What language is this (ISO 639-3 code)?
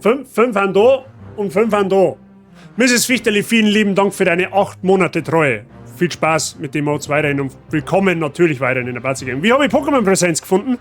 bar